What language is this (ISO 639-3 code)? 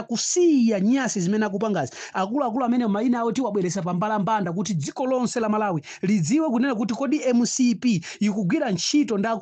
nya